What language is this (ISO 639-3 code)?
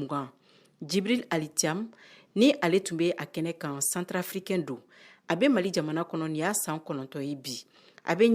bam